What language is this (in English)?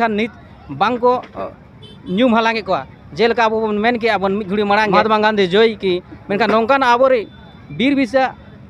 Santali